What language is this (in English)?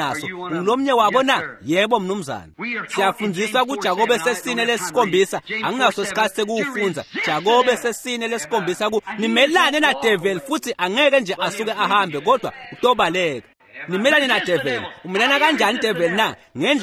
Swati